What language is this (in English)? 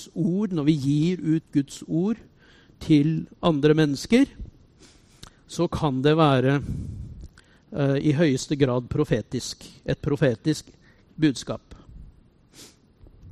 Norwegian